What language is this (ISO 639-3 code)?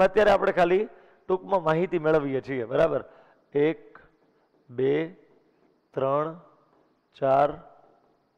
guj